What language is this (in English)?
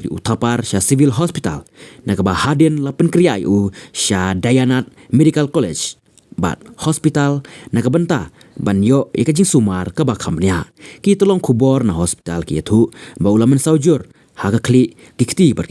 Khasi